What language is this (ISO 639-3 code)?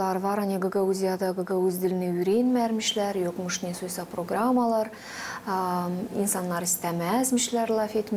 gag